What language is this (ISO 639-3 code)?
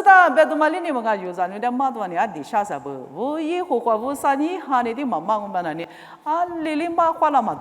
lis